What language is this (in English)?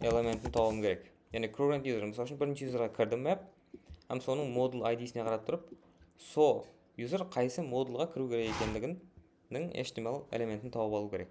Kara-Kalpak